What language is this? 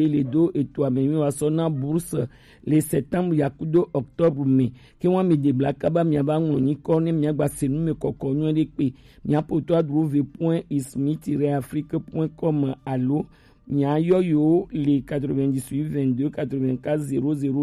Gen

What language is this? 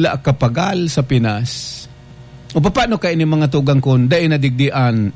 Bikol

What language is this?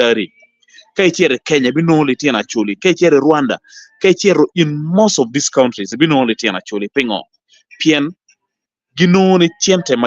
Acoli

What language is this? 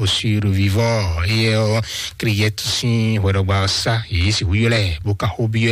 Fon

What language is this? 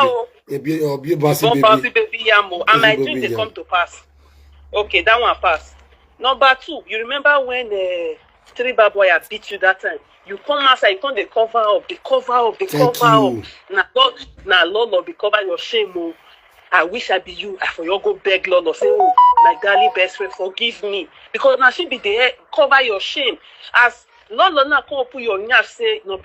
Nigerian Pidgin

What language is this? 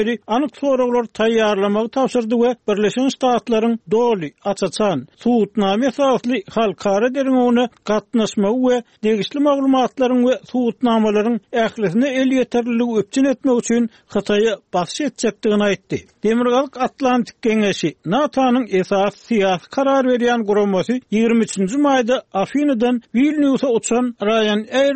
Turkmen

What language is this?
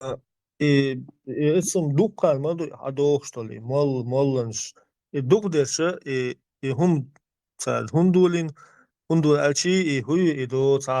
Chechen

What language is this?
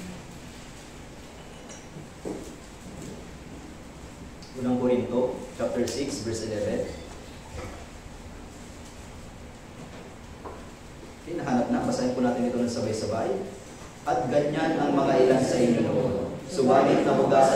Filipino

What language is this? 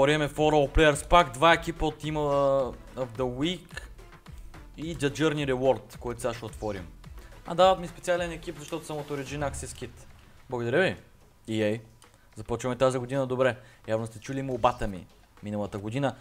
Bulgarian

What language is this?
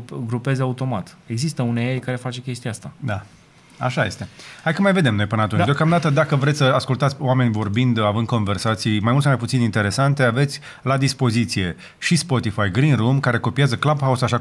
Romanian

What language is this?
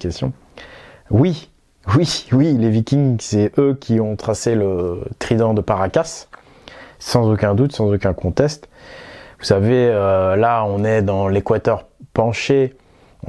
French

